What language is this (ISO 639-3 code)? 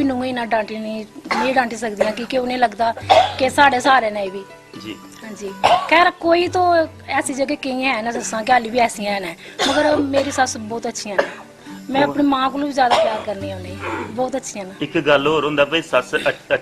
doi